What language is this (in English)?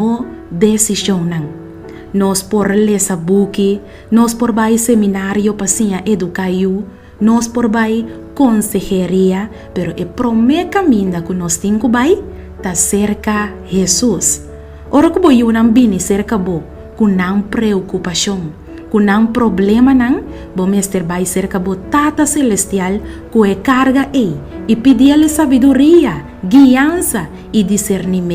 Papiamento